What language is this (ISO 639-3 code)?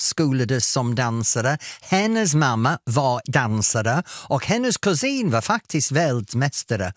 swe